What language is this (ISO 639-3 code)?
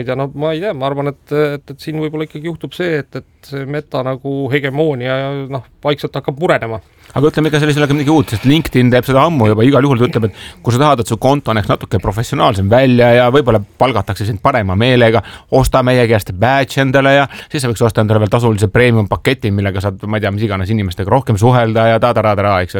est